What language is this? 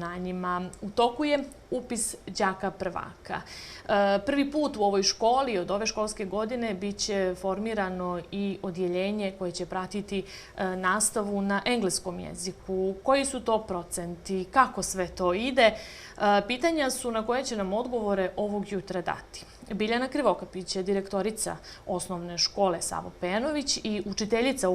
Bosnian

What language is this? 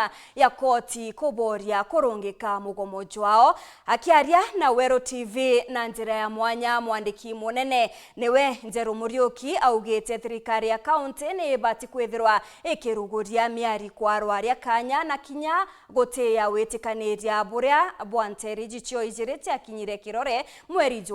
Meru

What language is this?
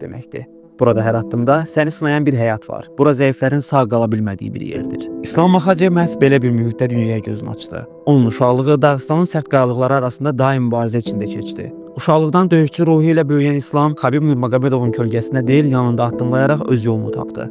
Azerbaijani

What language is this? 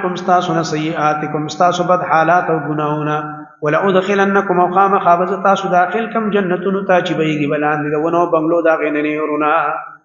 Pashto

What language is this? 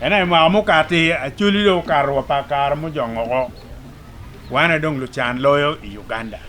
Acoli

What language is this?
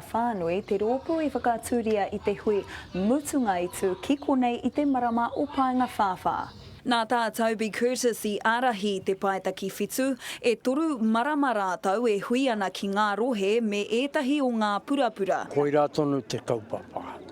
Māori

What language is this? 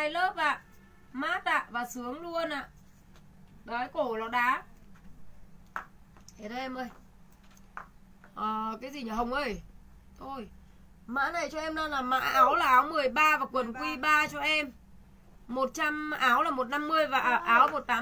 Vietnamese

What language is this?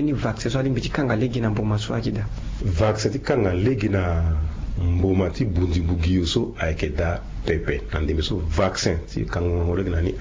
Sango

